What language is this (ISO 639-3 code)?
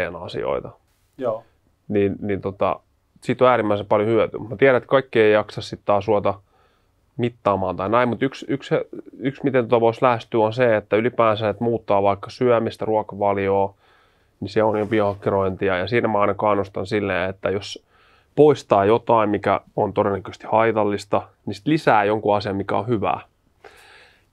fin